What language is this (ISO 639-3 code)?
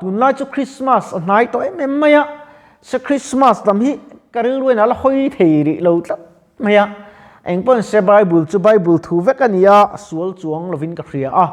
lus